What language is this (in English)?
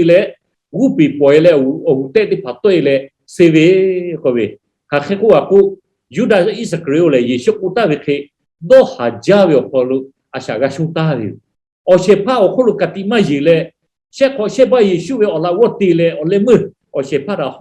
Lahu